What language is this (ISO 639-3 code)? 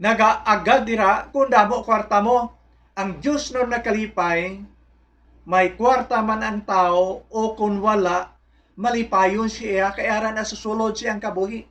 hil